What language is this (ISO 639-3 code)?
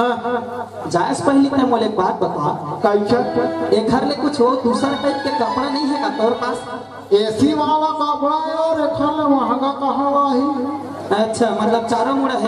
hne